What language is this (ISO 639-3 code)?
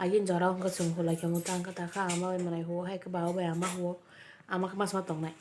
trp